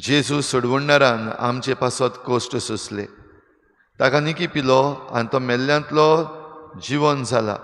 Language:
Konkani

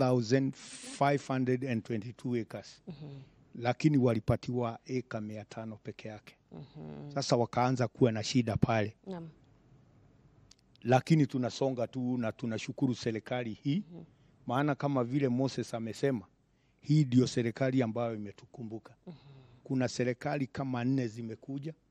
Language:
Swahili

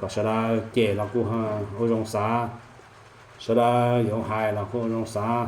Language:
Hmong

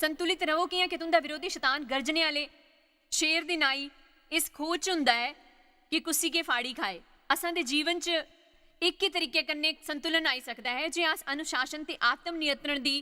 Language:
Dogri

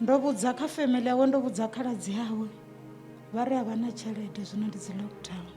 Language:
Venda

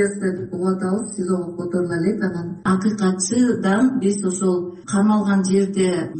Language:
Kyrgyz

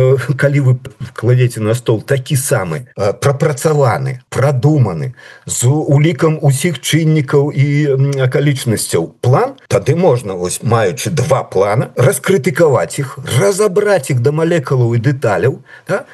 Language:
Belarusian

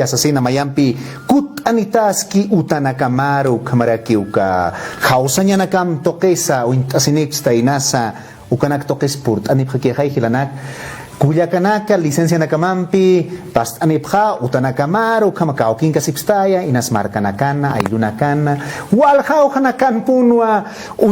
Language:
Aymara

